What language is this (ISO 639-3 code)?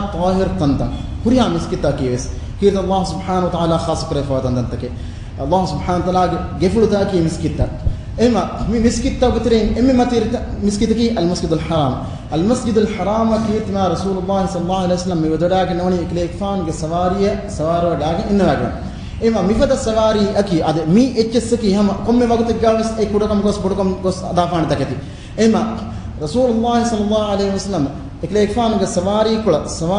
div